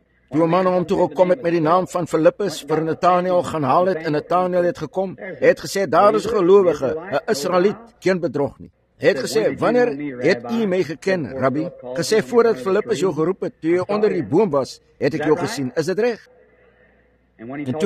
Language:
Afrikaans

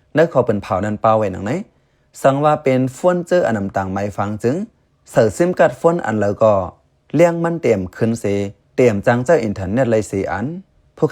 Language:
Shan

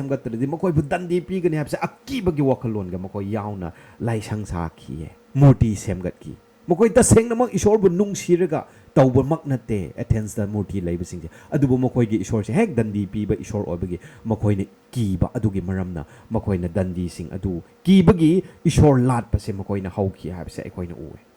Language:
Manipuri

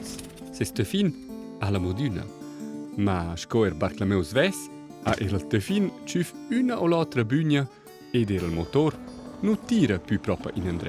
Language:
Romansh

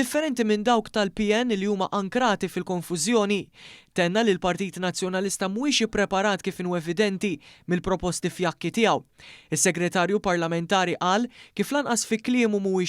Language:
Maltese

